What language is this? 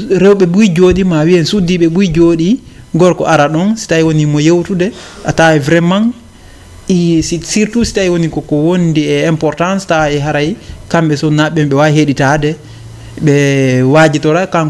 Fula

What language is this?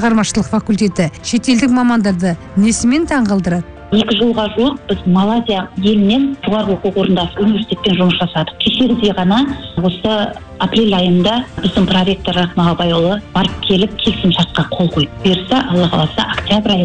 Kazakh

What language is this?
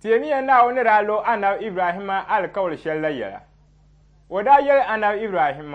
Dagbani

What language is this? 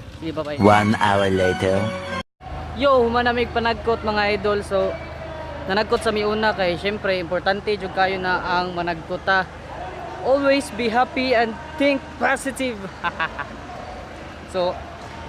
Cebuano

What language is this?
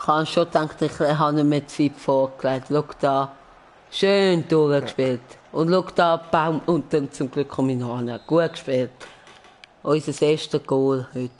Swiss German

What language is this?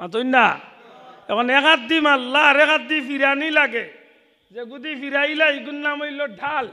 Sylheti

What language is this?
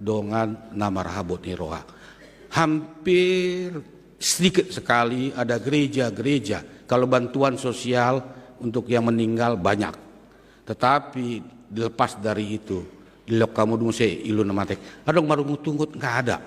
Batak Toba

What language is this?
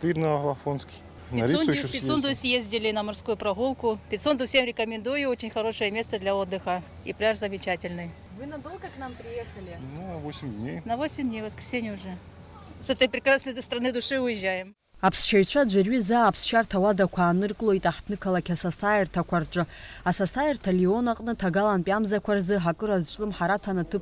Abkhazian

